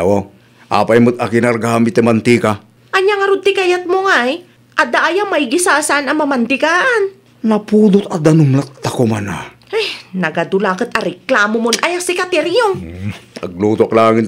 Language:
Iloko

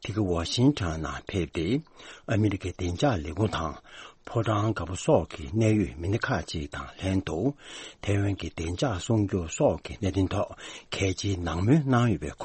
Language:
Tibetan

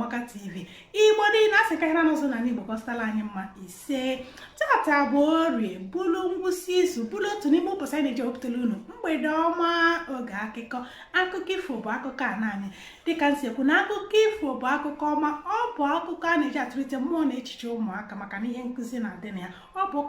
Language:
Igbo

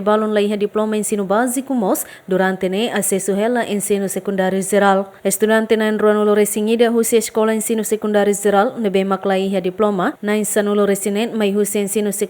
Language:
Tetum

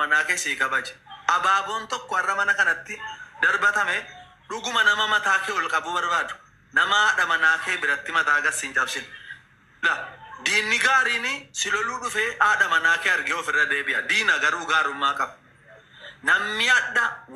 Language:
Oromo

